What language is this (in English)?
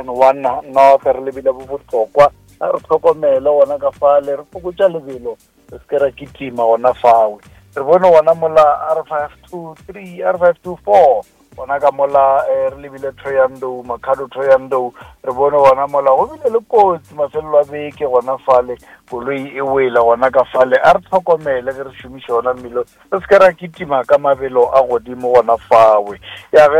Northern Sotho